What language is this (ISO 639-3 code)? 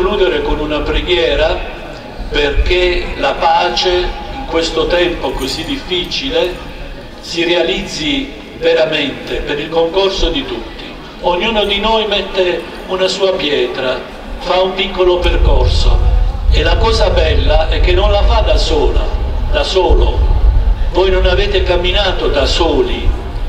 ita